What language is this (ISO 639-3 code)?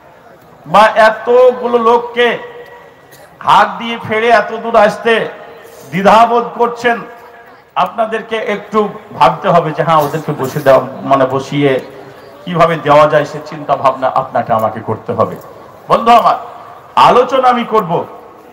ben